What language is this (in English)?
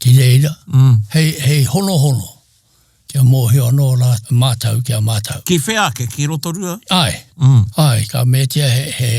Māori